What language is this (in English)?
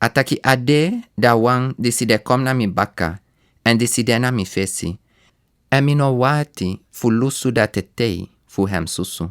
Sranan Tongo